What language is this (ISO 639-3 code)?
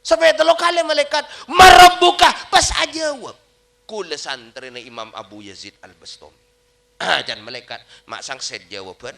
mad